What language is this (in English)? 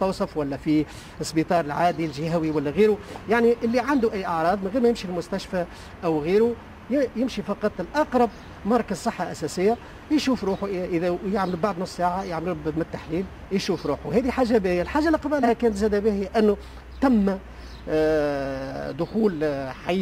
Tunisian Arabic